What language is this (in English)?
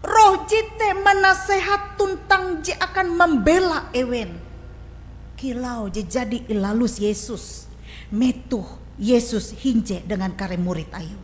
Ngaju